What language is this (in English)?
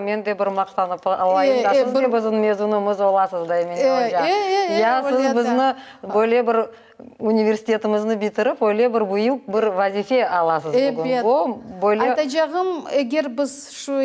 Crimean Tatar